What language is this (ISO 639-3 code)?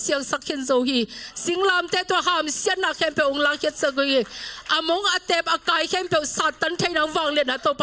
ctd